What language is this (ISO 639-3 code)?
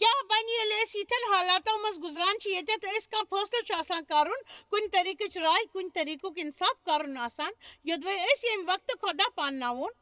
kas